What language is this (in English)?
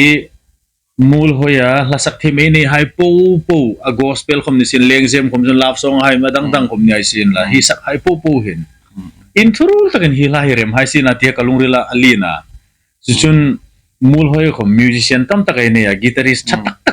Hmar